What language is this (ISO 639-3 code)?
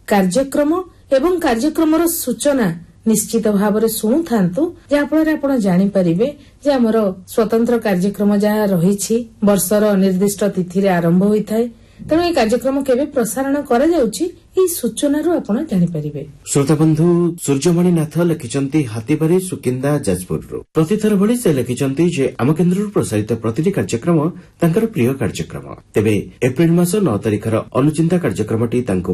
ori